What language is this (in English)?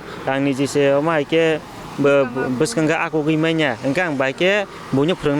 Kok Borok